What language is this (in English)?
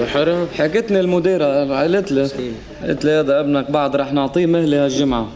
North Levantine Arabic